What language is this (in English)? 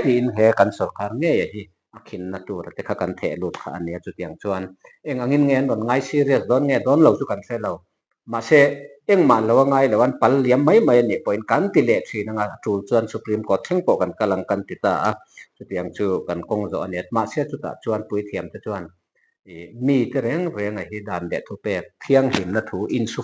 Mizo